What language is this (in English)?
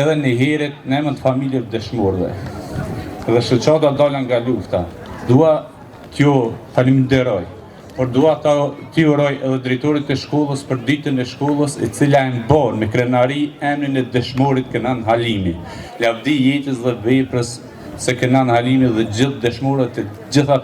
Albanian